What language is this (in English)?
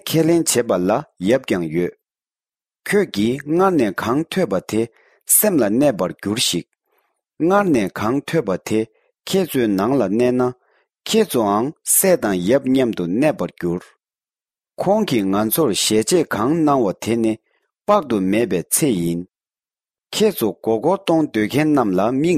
Tibetan